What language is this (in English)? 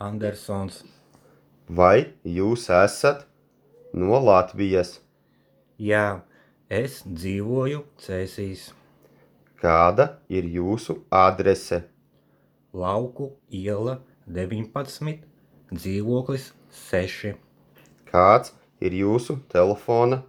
Latvian